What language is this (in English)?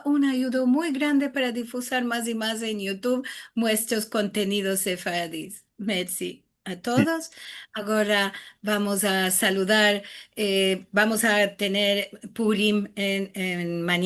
Ladino